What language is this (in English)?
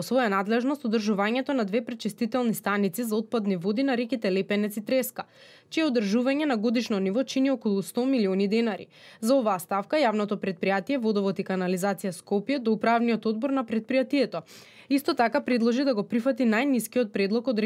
Macedonian